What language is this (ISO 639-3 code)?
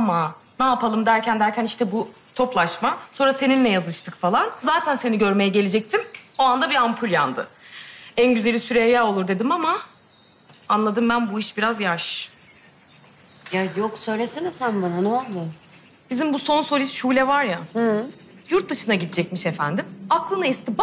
tur